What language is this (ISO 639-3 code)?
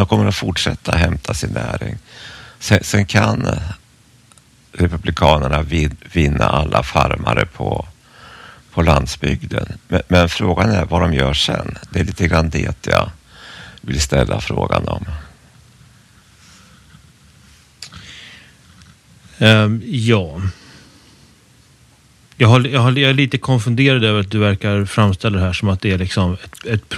swe